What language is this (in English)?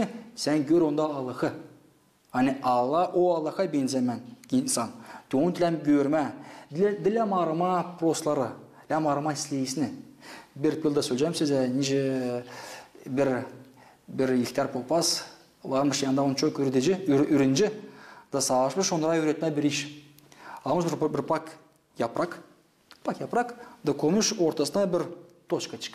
Gagauz